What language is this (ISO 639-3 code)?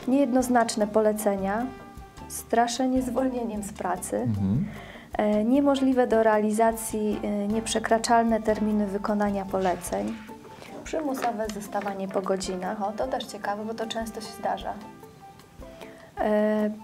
pol